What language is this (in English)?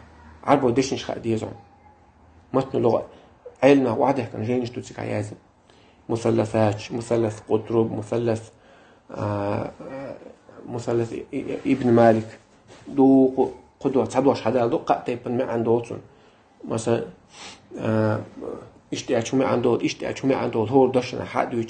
Chechen